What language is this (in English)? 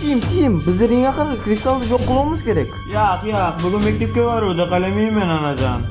Kara-Kalpak